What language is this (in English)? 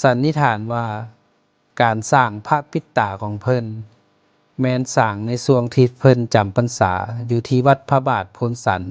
Lao